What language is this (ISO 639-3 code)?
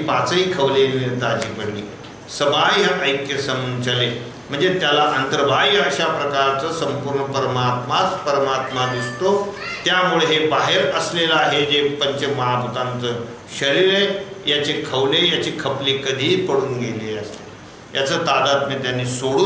mar